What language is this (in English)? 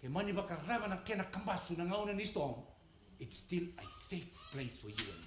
Fijian